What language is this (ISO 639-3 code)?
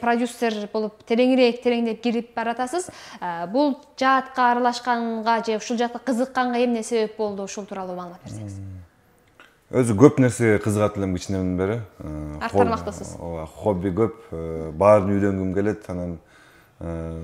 kir